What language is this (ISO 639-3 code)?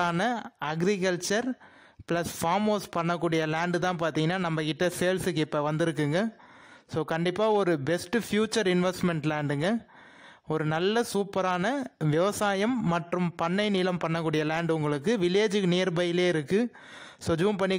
tam